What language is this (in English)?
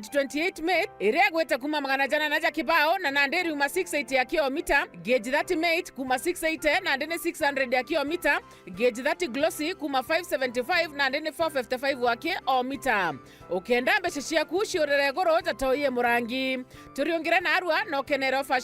Meru